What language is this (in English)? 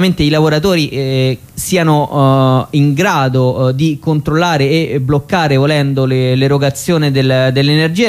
Italian